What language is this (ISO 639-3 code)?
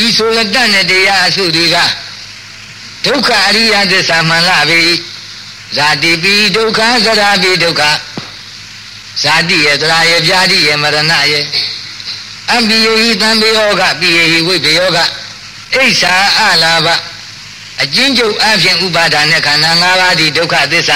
mya